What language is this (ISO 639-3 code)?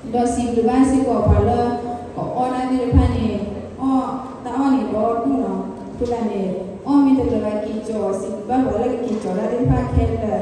ksw